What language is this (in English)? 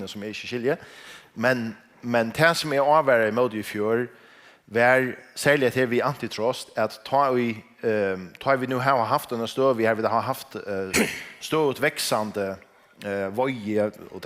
Faroese